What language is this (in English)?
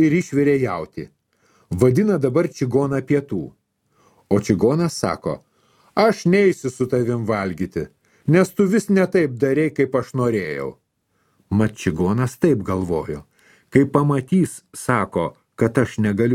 Lithuanian